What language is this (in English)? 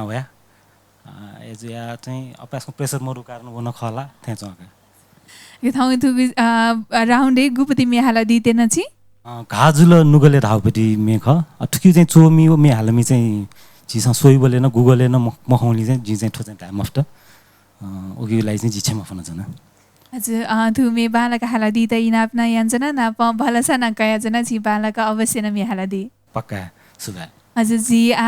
Newari